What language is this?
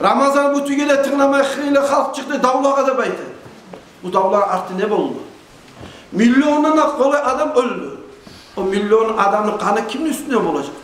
Kumyk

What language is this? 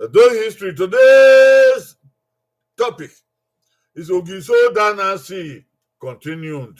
Bini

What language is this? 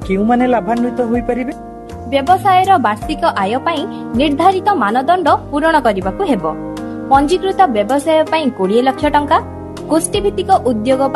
Odia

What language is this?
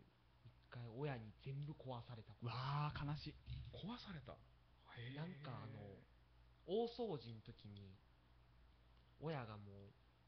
Japanese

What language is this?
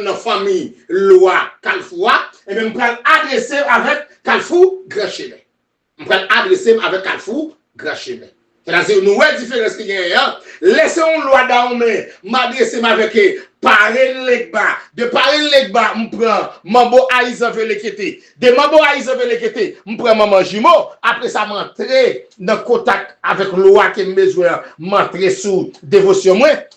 Haitian Creole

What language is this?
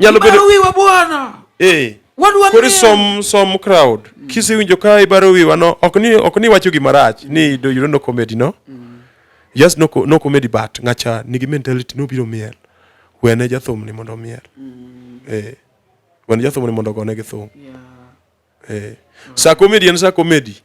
Luo (Kenya and Tanzania)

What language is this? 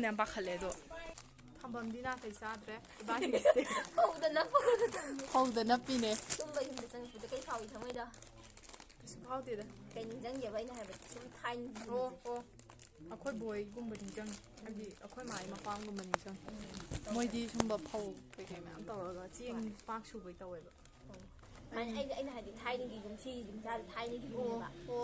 Manipuri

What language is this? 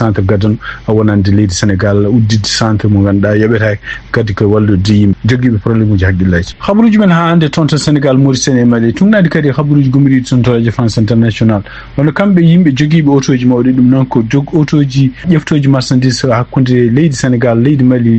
Fula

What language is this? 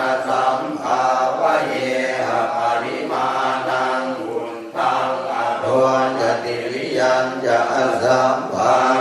Pali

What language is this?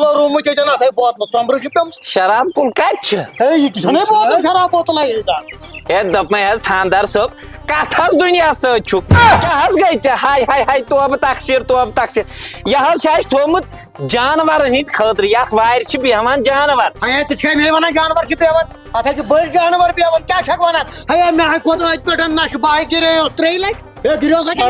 Kashmiri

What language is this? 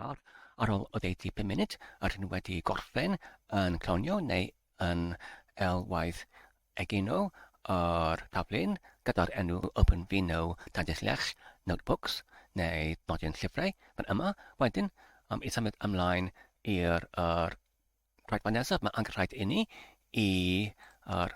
Welsh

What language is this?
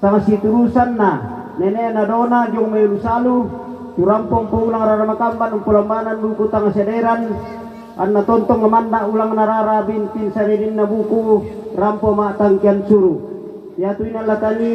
Toraja-Sa'dan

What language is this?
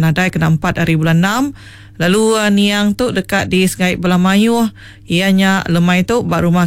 Iban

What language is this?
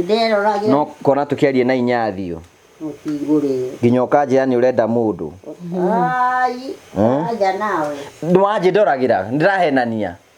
Kikuyu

